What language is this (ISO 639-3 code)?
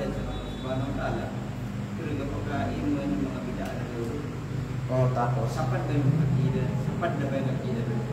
kqe